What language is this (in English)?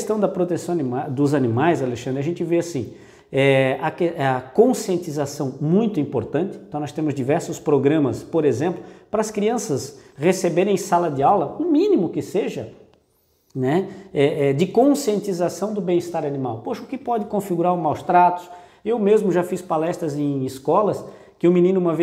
Portuguese